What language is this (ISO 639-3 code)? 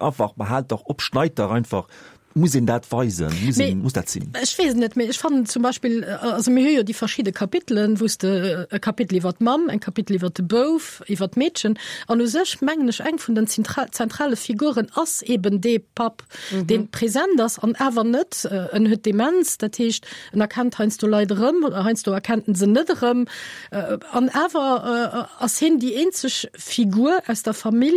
ltz